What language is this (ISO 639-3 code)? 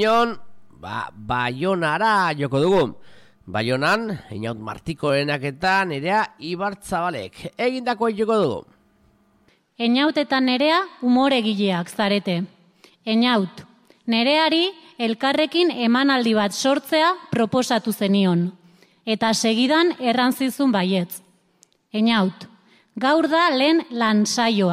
eus